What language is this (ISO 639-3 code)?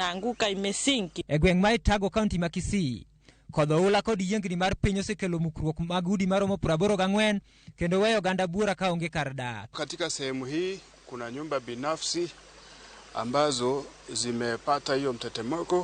luo